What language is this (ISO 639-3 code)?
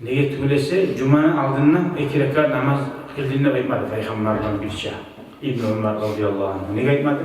kum